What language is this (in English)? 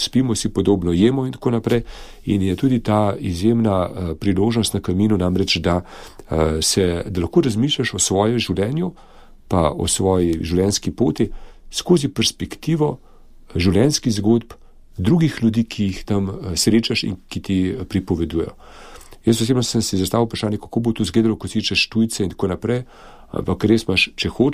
Slovenian